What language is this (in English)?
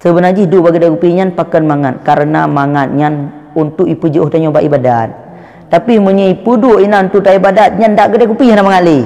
Achinese